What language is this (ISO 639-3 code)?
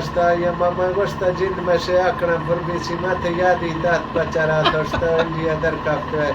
bgp